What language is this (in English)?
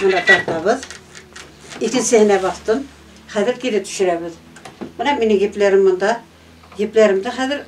Bashkir